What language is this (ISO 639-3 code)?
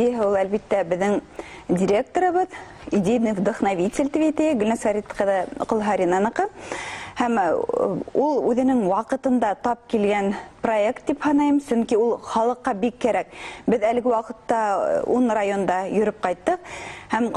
bak